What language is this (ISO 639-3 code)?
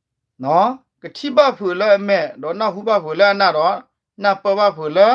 ksw